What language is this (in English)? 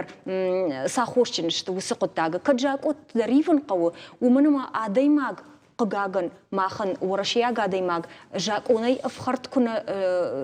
Ossetic